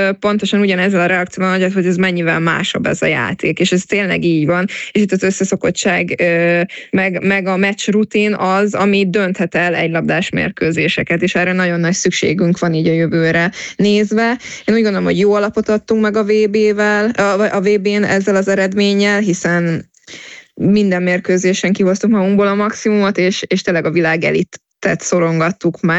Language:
Hungarian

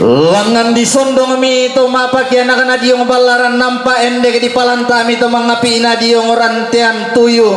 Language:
Toraja-Sa'dan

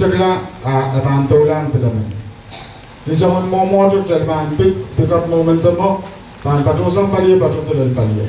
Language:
Pohnpeian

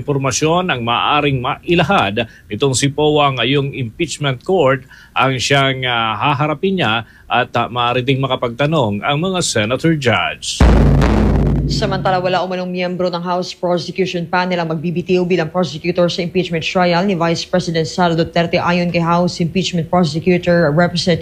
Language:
Filipino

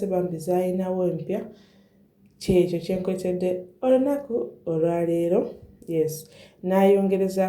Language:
Ganda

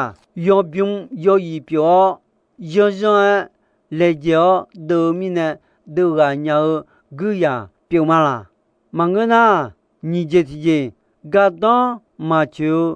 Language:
Akha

